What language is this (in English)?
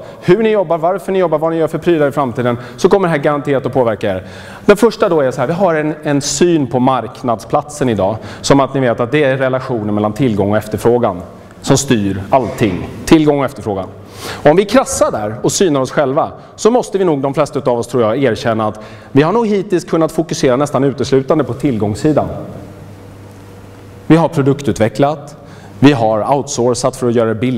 Swedish